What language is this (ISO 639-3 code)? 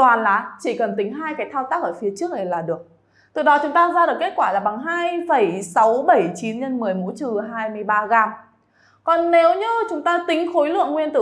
vie